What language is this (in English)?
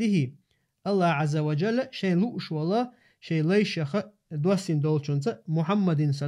Chechen